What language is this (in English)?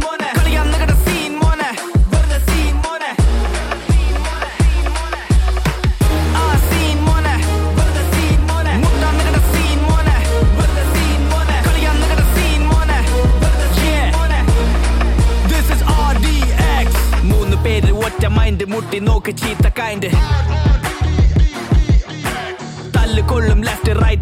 Malayalam